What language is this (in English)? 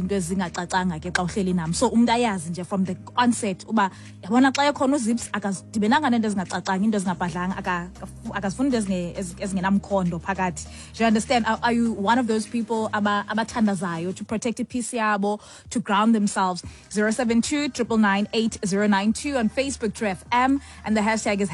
Xhosa